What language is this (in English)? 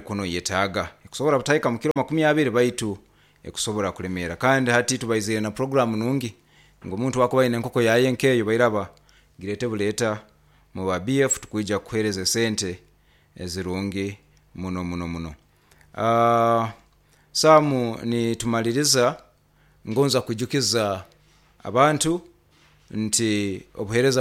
Nyoro